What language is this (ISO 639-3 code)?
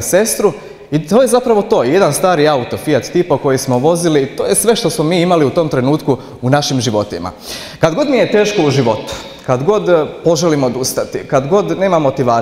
hrv